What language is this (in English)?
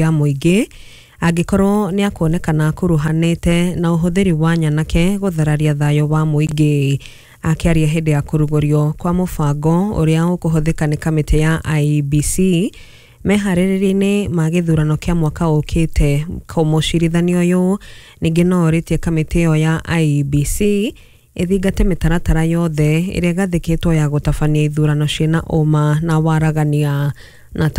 Kikuyu